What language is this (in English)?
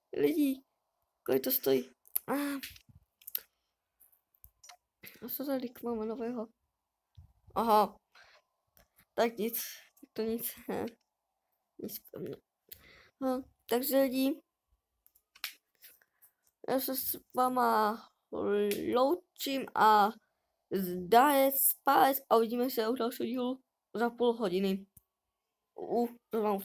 Czech